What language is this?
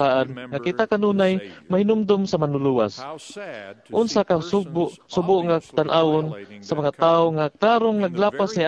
Cebuano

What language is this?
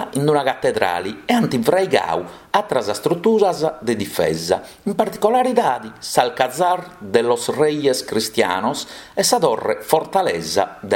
Sardinian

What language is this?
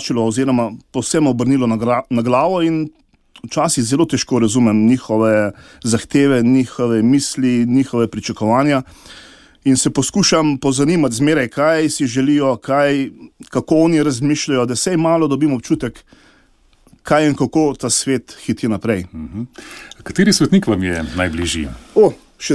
Slovenian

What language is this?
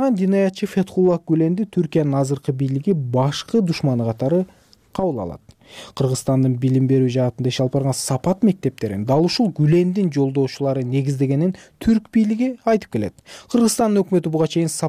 Kyrgyz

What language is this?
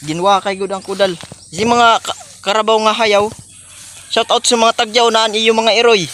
Waray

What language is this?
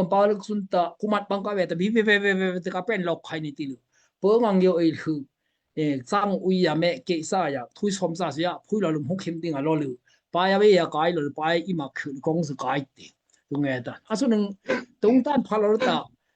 Daai Chin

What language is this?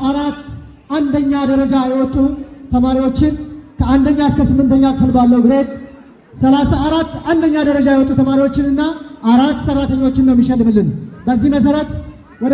Amharic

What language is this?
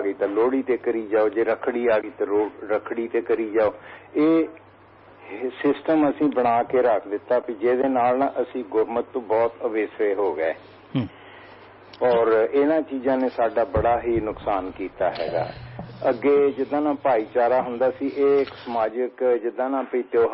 Punjabi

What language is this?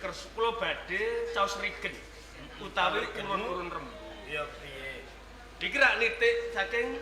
Javanese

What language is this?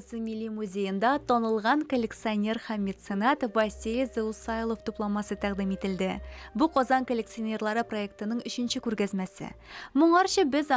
Tatar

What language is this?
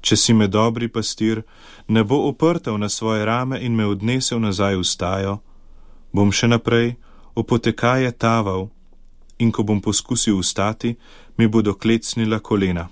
Slovenian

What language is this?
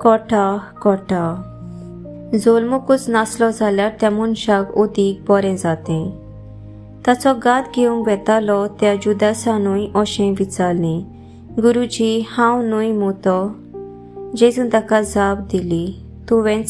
Konkani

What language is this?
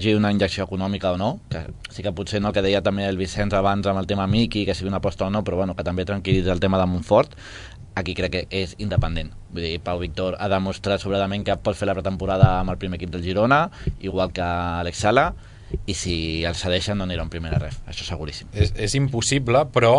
Catalan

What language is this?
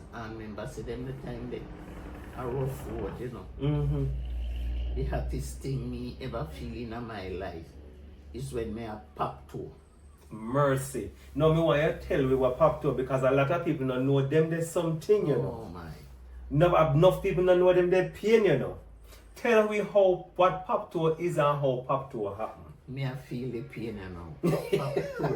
Jamaican Creole English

